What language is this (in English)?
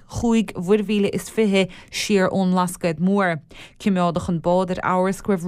Irish